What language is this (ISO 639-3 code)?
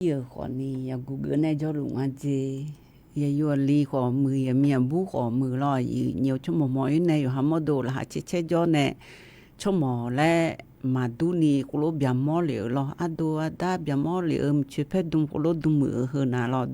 ahk